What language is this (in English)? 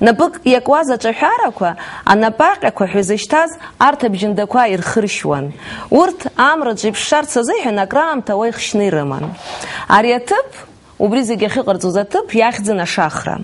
Abkhazian